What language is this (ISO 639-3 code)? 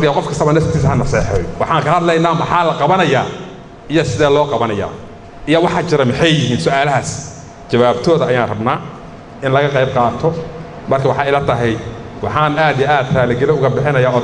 som